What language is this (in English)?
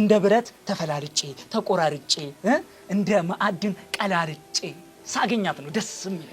Amharic